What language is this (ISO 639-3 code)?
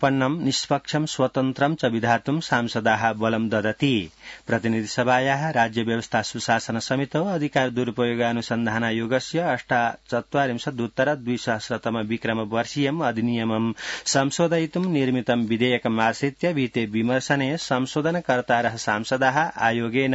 san